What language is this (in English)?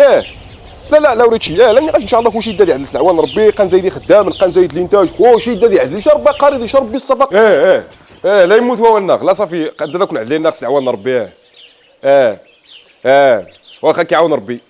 Moroccan Arabic